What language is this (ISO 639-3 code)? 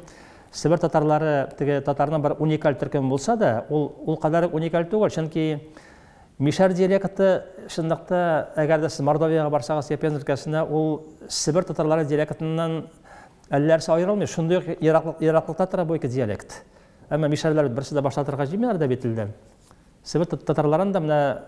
tat